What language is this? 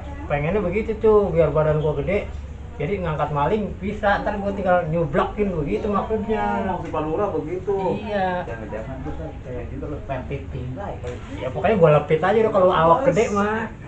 Betawi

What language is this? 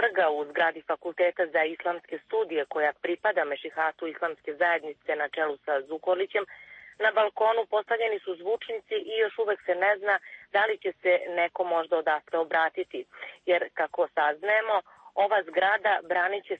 Serbian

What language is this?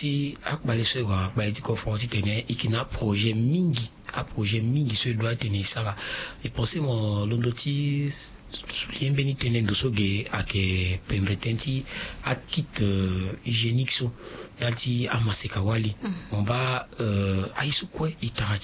Sango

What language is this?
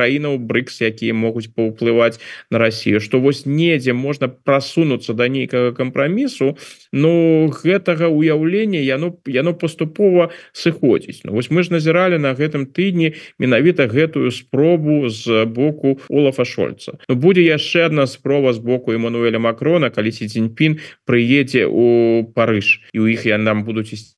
Belarusian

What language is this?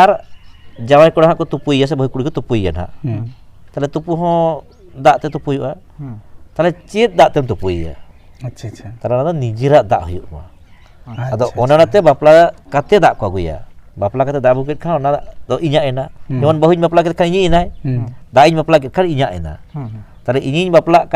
Santali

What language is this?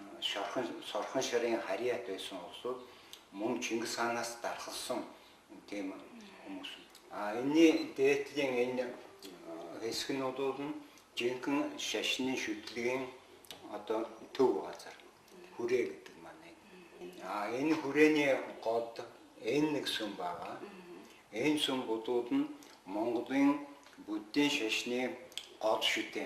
Mongolian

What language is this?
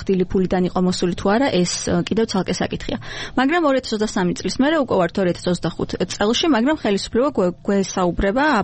Georgian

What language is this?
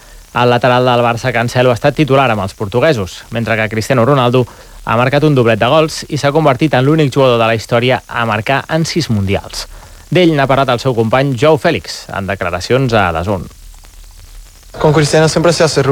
Catalan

